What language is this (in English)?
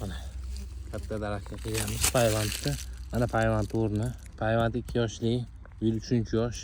Uzbek